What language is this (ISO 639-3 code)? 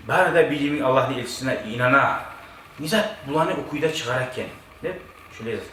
kum